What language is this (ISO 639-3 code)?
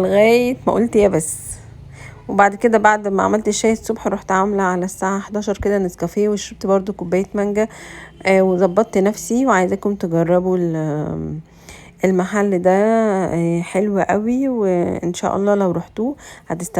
arz